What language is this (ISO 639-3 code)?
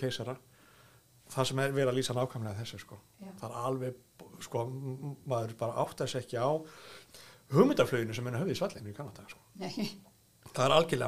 isl